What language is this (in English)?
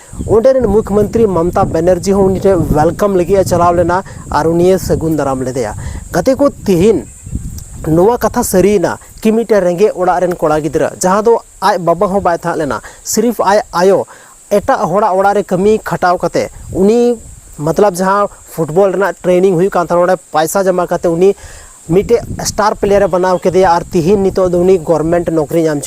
Santali